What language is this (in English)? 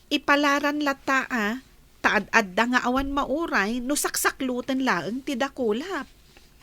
Iloko